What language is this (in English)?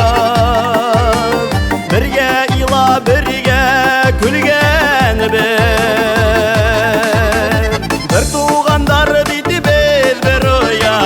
Bashkir